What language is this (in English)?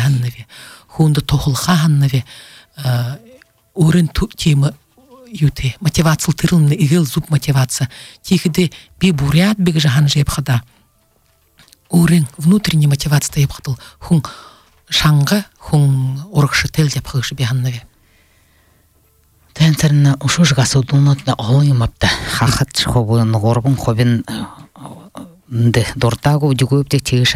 Buriat